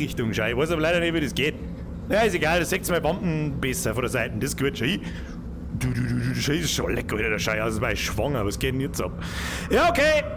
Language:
Bavarian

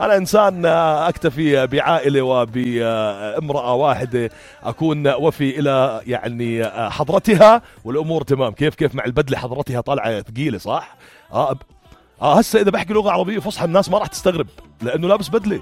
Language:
North Levantine Arabic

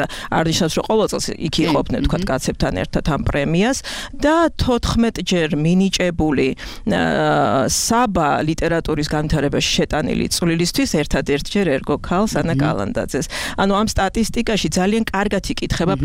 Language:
Georgian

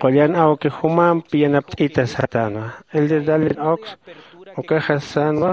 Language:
Aymara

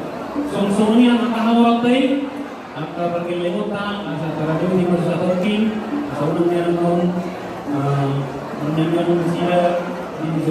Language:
Batak Toba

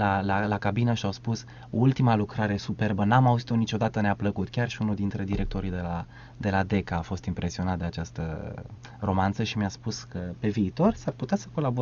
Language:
Romanian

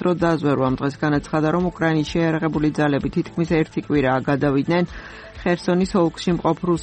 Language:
Georgian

